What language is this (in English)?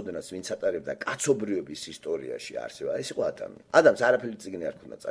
Georgian